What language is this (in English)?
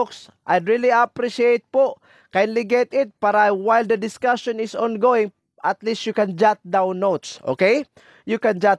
Filipino